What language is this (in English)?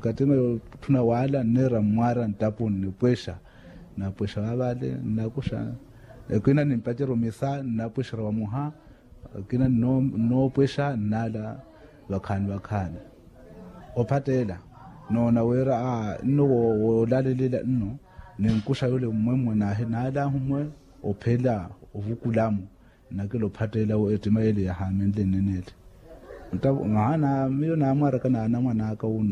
Makhuwa